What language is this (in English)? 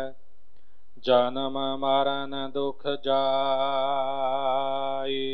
Punjabi